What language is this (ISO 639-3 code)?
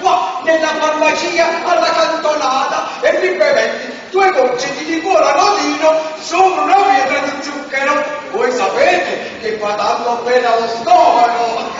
nap